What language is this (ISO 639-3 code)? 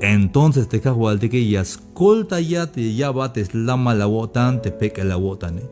tzh